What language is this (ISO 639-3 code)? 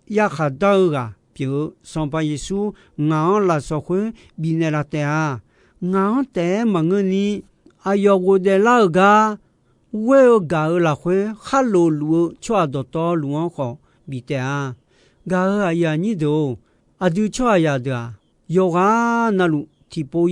ahk